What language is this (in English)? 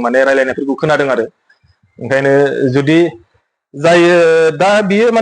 Bodo